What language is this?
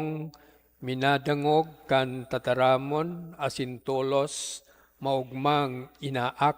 Bikol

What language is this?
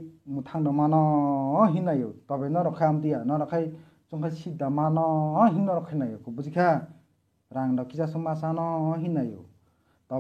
Kok Borok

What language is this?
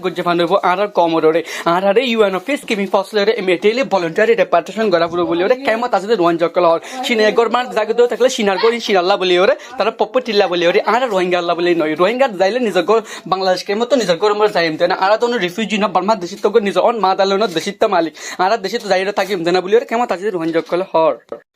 Rohingya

